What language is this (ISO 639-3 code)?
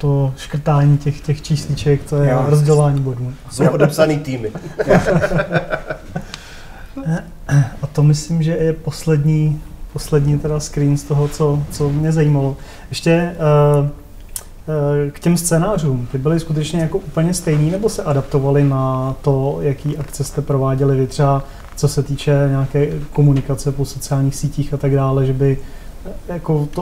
ces